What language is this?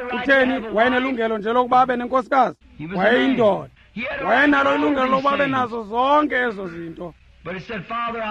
Xhosa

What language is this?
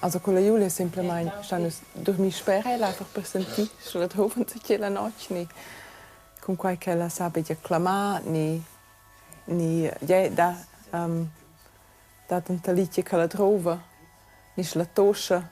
Romansh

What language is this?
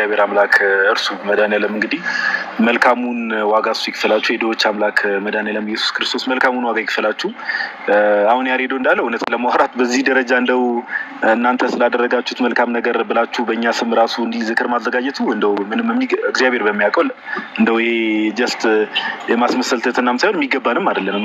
Amharic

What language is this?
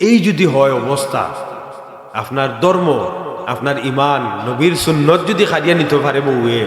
Sylheti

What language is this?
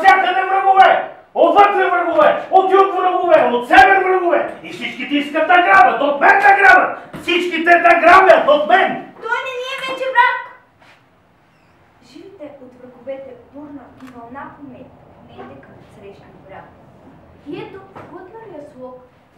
Bulgarian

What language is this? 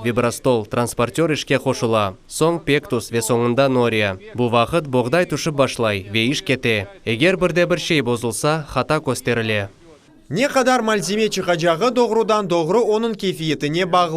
Crimean Tatar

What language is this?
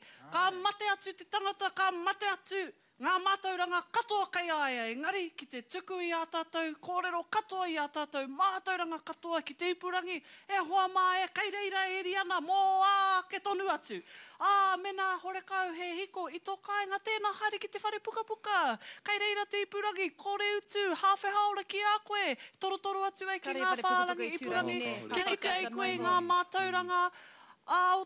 Māori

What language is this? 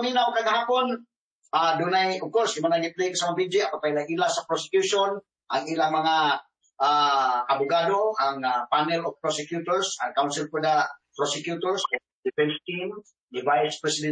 Cebuano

